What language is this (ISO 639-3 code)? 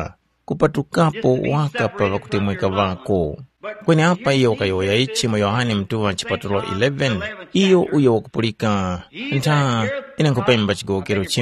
tum